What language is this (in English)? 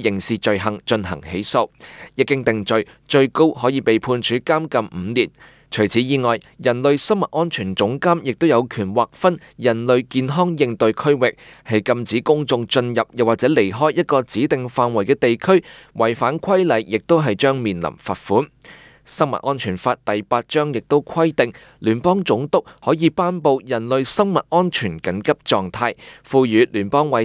Cantonese